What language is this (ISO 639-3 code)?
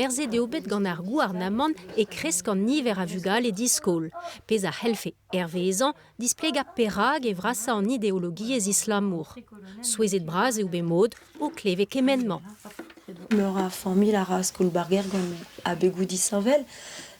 bre